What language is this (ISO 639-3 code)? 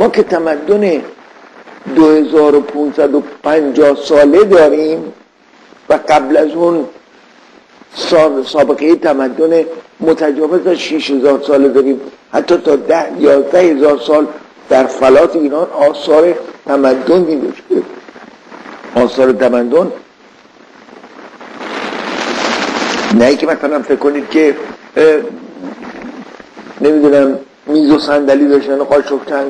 fas